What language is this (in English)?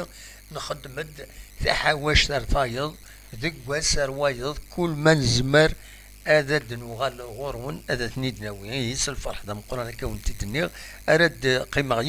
Kabyle